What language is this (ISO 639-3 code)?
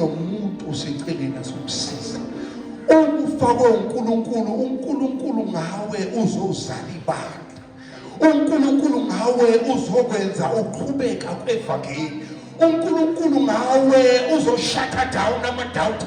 zul